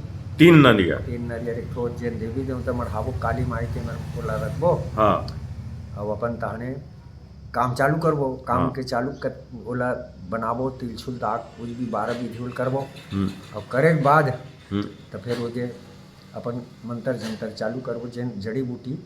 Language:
Chhattisgarhi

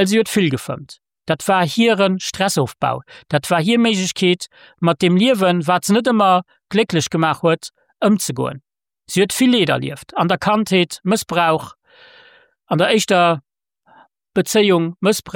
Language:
Luxembourgish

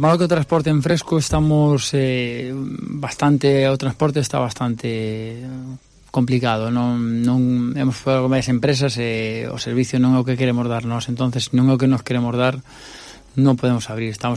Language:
Galician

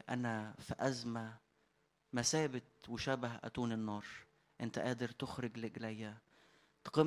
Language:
Egyptian Arabic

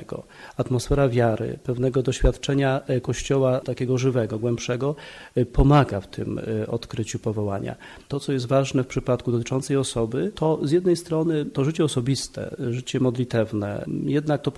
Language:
Polish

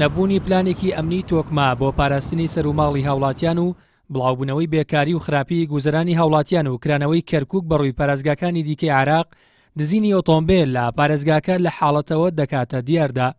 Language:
Central Kurdish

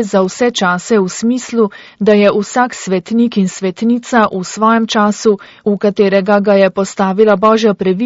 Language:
Slovenian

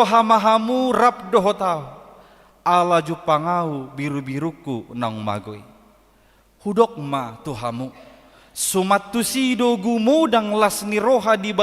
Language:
Batak Toba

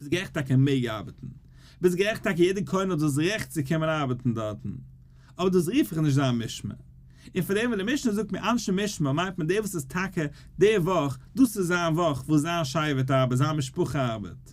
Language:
Yiddish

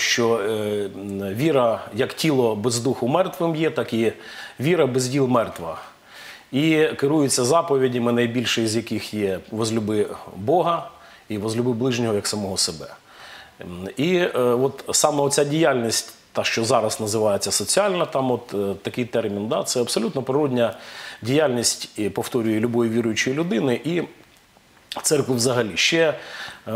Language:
Ukrainian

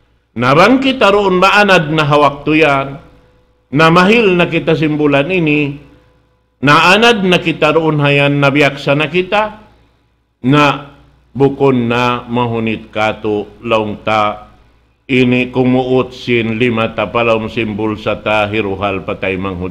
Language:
Tausug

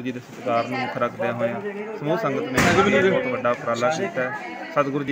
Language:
Punjabi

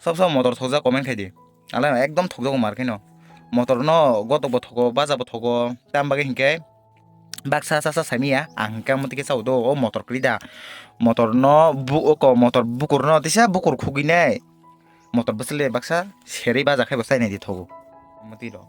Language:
Kok Borok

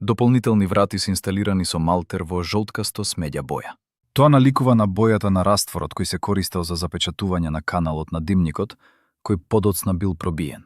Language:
Macedonian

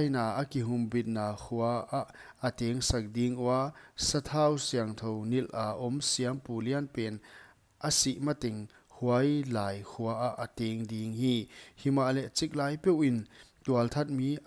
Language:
Paite Chin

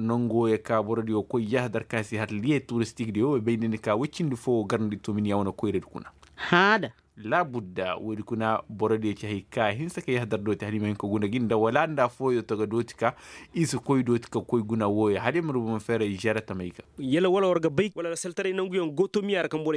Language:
Koyraboro Senni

